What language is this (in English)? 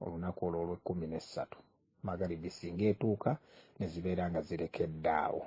Ganda